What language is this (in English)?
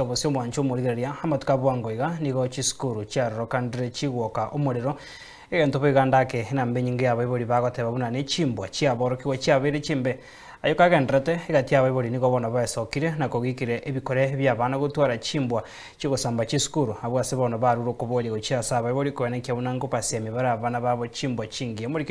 Gusii